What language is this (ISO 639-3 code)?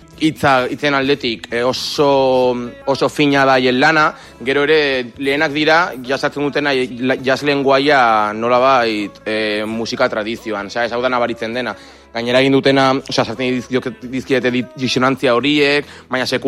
eus